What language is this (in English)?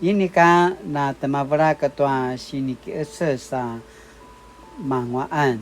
Paiwan